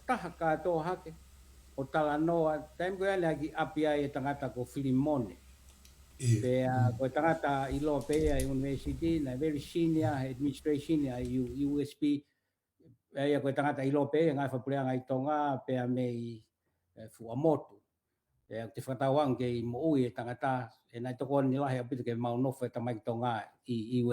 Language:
Tongan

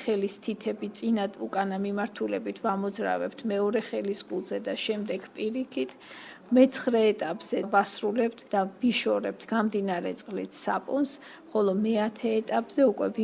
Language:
Georgian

